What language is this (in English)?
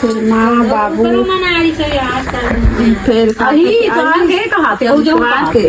Chhattisgarhi